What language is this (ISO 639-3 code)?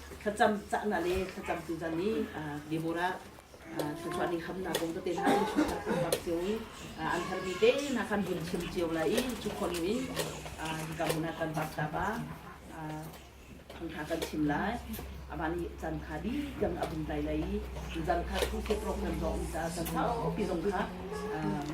cnh